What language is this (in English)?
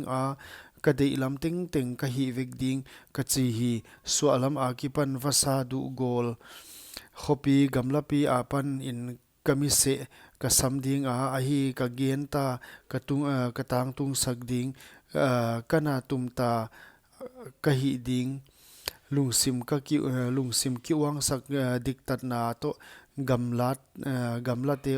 Paite Chin